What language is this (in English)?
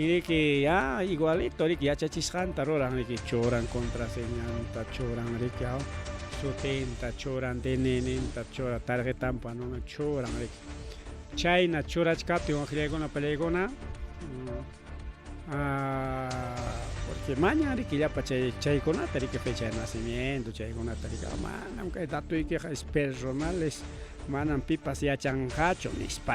Ayacucho Quechua